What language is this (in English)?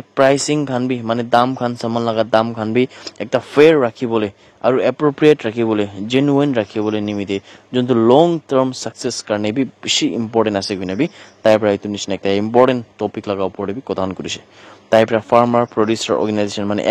Naga Pidgin